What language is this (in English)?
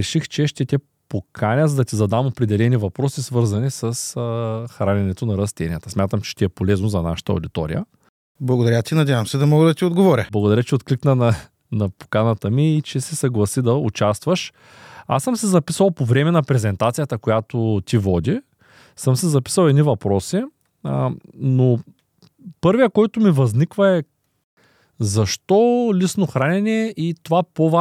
Bulgarian